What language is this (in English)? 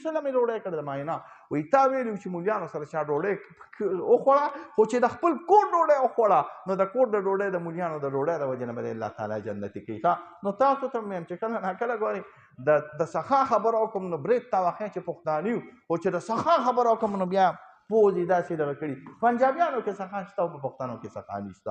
Pashto